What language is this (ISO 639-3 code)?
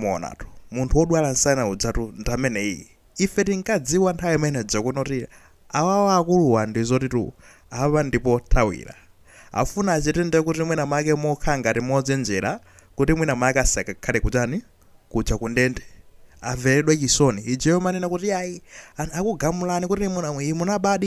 nya